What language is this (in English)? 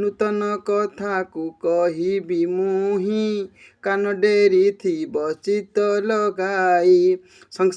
Odia